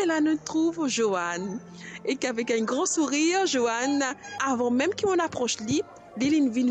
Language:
Morisyen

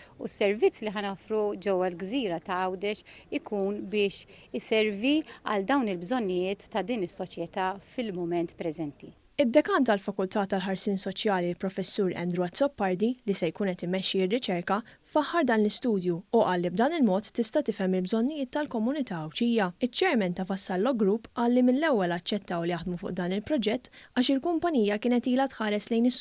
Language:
Maltese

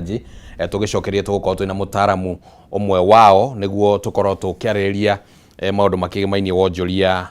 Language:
Kikuyu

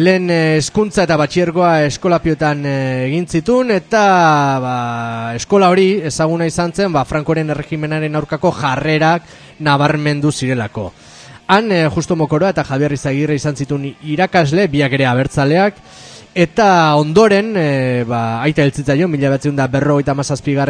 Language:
Basque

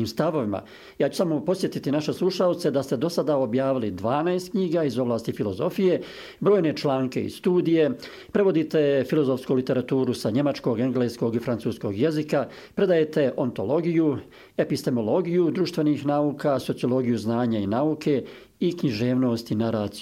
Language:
Bosnian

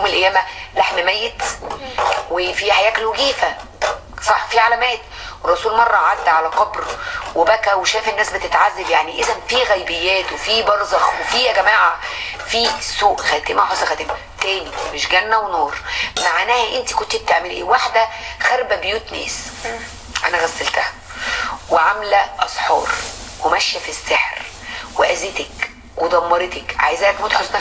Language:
Egyptian Arabic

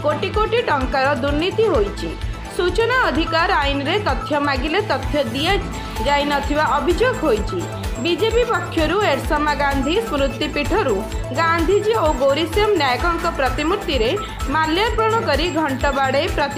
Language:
Odia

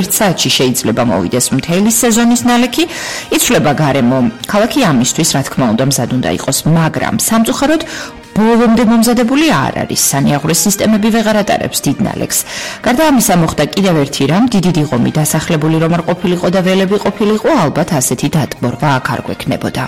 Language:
Georgian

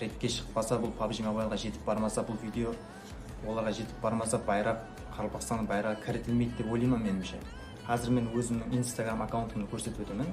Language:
Kara-Kalpak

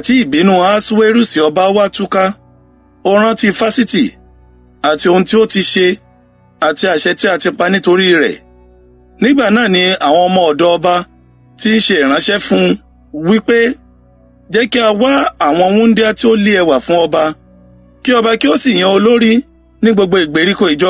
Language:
Yoruba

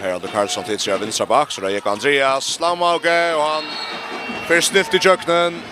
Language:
Faroese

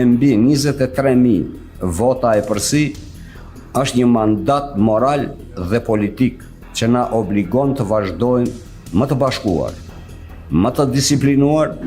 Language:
Albanian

